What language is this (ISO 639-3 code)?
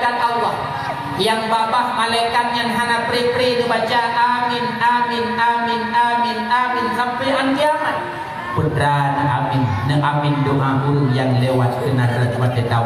ace